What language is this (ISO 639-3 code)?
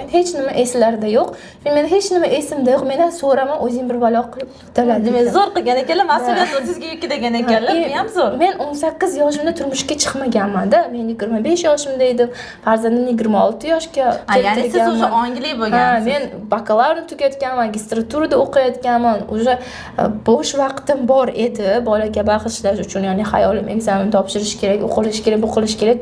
uzb